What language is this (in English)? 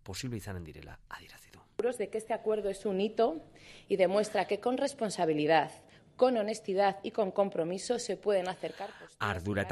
Basque